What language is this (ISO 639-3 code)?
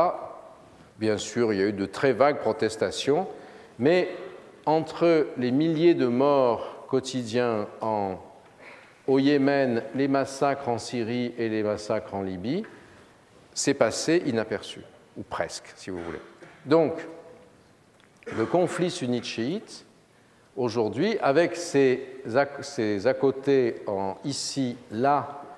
fra